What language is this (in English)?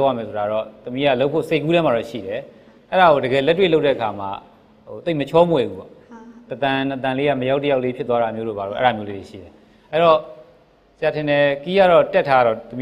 Burmese